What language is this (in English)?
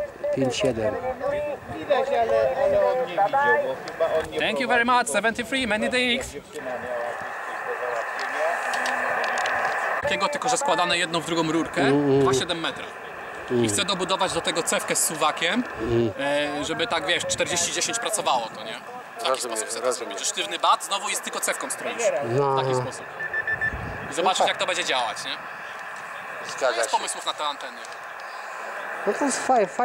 Polish